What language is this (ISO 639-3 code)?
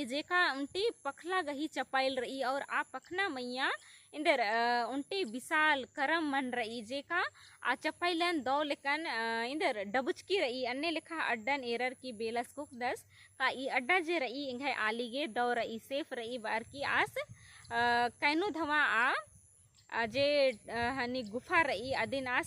kru